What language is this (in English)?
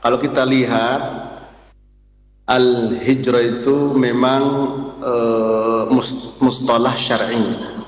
Indonesian